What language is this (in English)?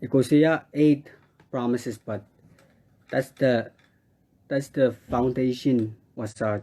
Pohnpeian